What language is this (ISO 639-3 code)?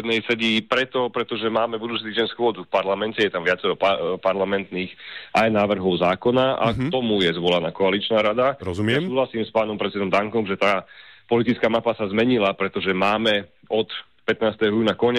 slk